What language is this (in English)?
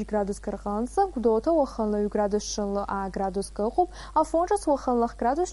Abkhazian